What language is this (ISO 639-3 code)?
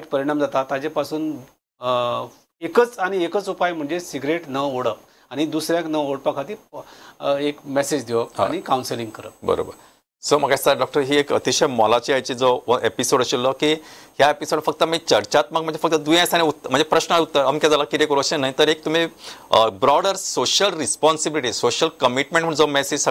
kok